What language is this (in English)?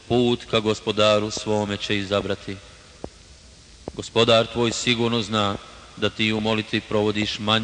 Bosnian